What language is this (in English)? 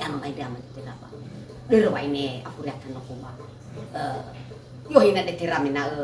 Nias